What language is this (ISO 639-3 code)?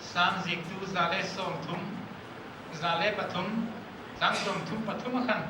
hmr